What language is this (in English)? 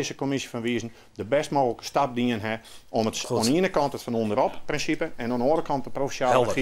Western Frisian